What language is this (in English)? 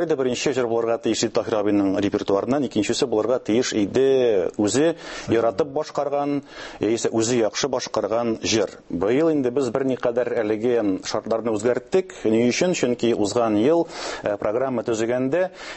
Tatar